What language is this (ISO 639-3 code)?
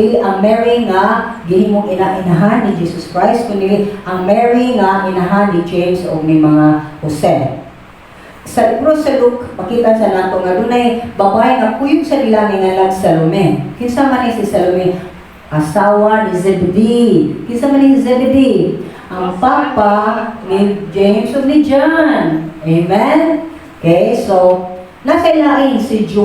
ceb